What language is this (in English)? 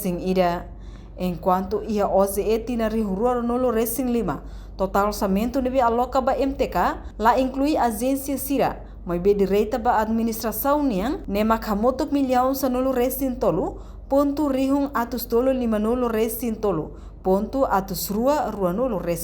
Tetum